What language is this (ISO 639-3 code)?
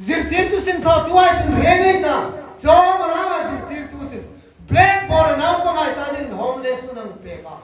hmr